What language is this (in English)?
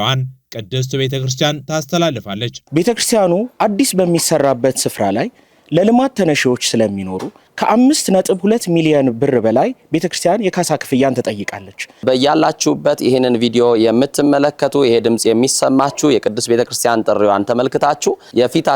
Amharic